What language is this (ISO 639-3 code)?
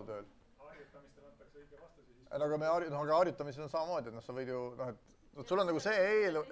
est